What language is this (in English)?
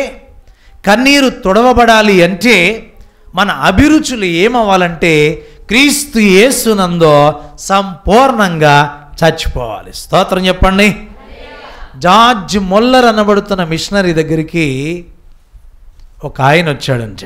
Telugu